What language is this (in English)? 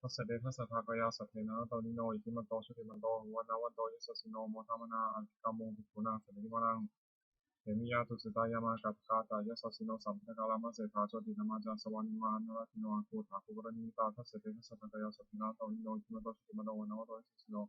Pali